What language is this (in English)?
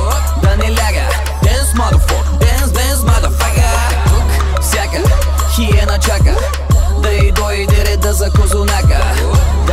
Bulgarian